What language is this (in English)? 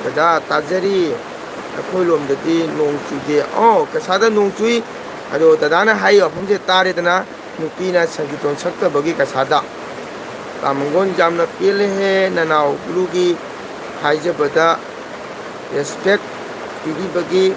Manipuri